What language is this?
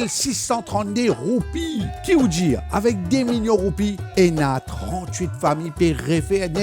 Morisyen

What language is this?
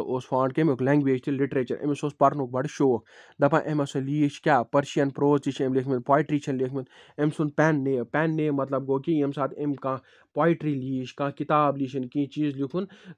Kashmiri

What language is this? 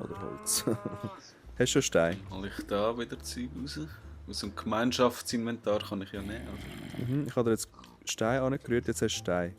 Swiss German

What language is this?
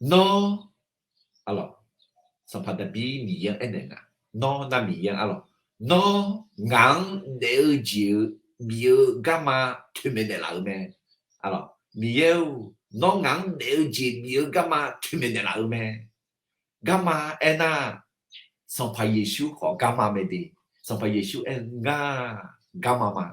Akha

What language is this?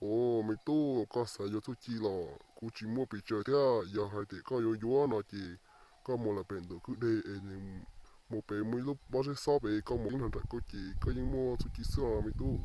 Hmong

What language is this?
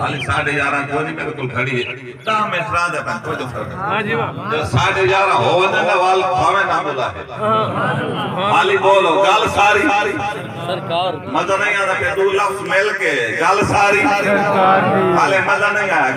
Saraiki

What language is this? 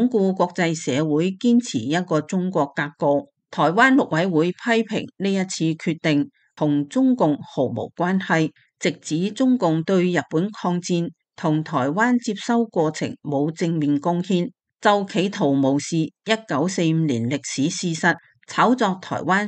Cantonese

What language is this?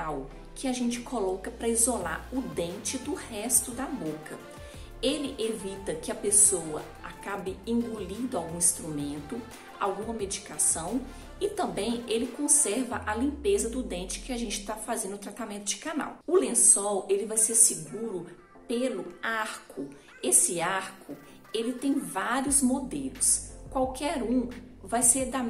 Portuguese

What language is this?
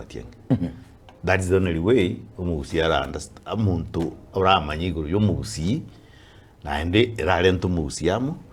Gusii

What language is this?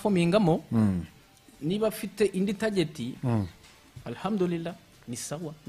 Kinyarwanda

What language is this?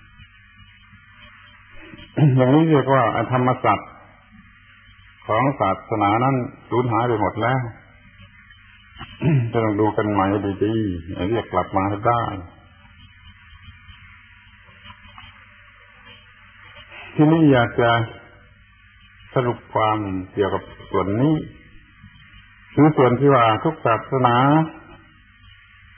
Thai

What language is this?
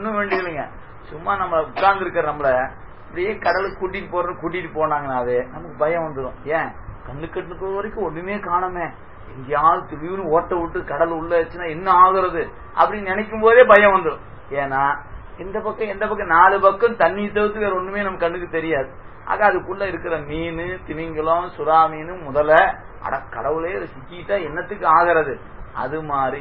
Tamil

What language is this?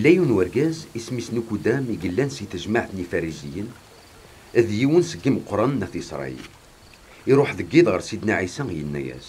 Kabyle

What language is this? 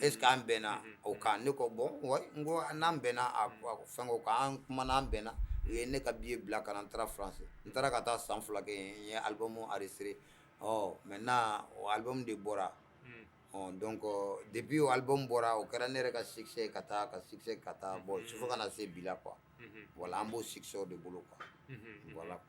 Bambara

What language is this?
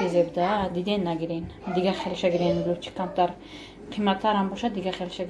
Tajik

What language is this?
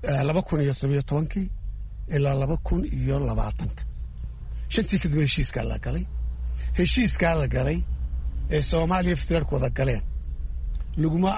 Somali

